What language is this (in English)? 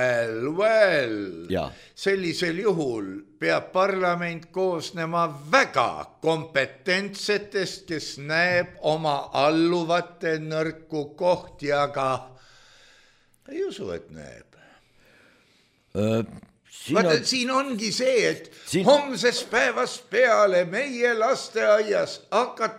Estonian